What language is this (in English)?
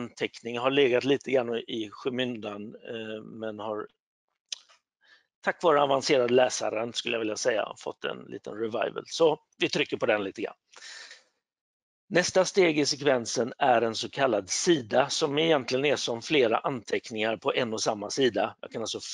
Swedish